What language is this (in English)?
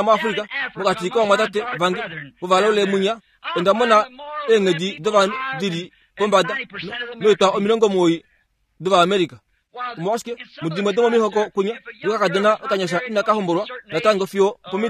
Kuanyama